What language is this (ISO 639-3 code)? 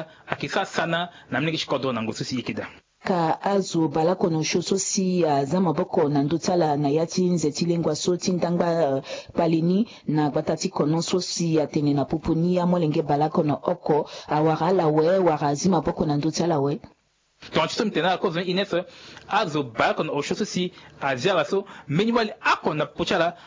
sag